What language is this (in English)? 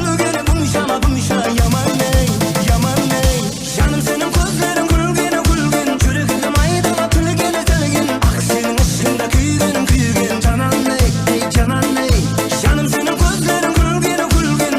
Kara-Kalpak